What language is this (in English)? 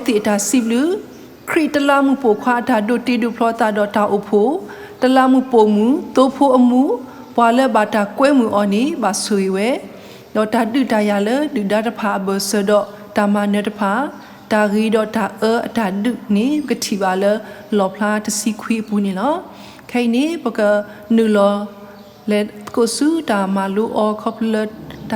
S'gaw Karen